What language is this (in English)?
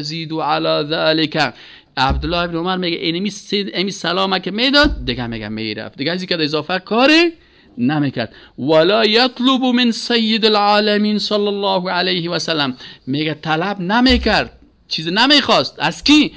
Persian